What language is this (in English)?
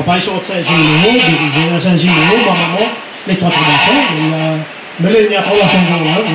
Réunion Creole French